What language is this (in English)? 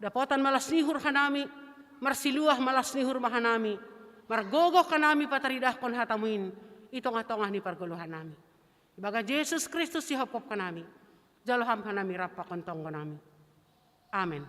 Batak Simalungun